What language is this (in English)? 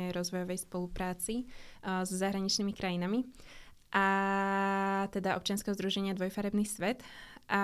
Slovak